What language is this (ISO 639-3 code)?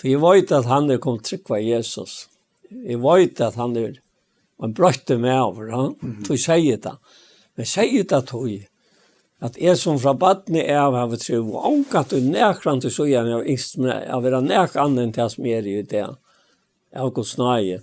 fao